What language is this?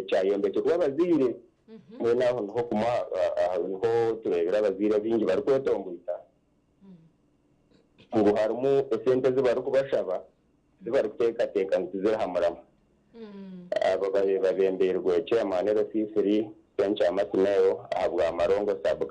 Nyankole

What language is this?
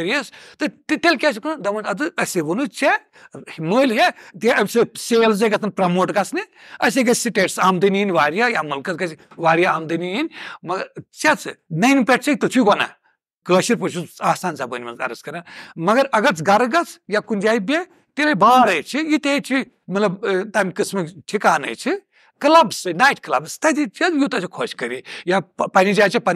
Kashmiri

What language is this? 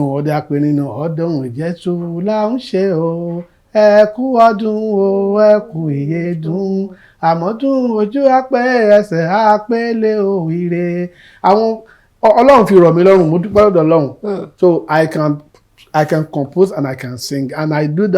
Yoruba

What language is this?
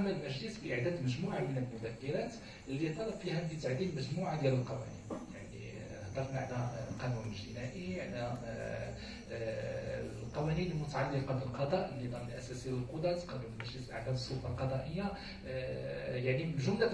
Moroccan Arabic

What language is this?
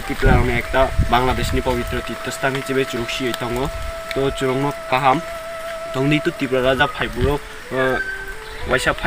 Kok Borok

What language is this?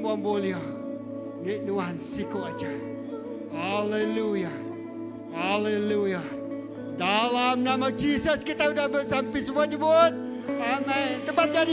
Iban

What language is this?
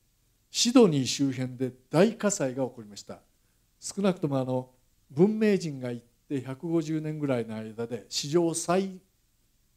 Japanese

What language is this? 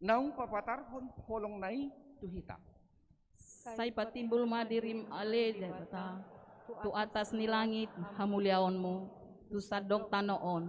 Batak Toba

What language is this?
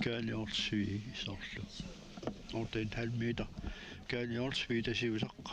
Kalaallisut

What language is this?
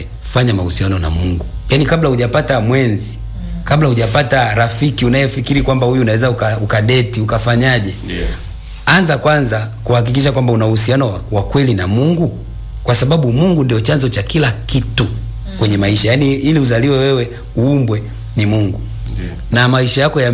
Swahili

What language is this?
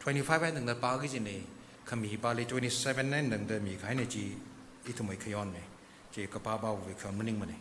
Tangkhul Naga (India)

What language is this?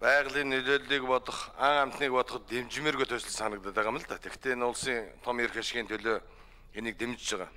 Mongolian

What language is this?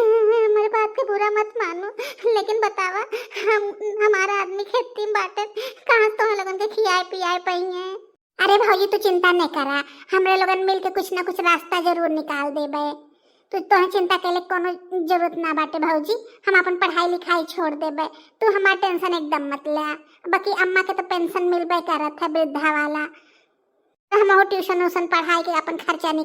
Bhojpuri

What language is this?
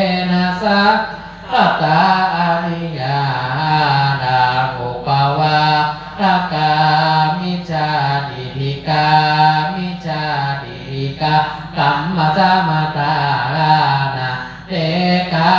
Pali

